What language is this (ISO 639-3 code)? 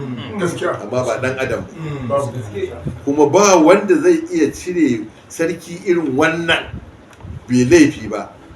hau